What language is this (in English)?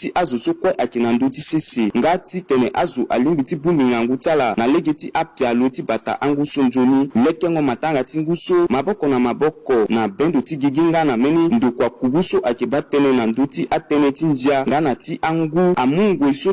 Sango